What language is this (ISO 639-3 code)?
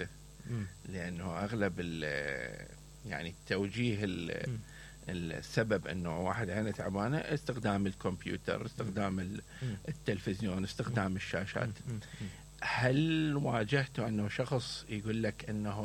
acm